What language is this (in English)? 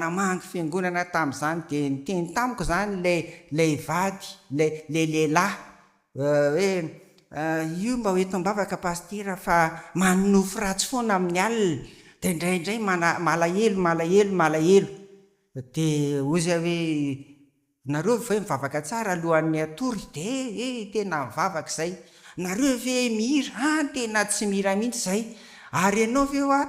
Malagasy